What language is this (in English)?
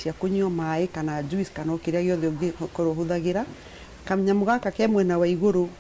Kikuyu